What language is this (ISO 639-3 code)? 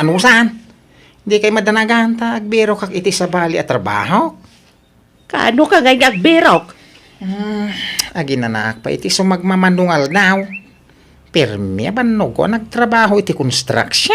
ilo